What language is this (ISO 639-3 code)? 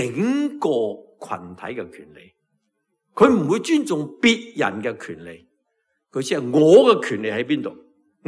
yue